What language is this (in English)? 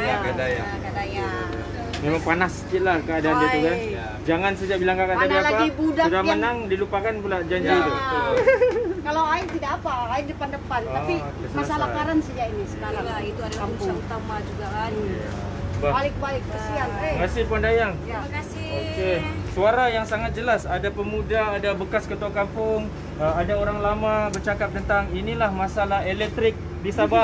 Malay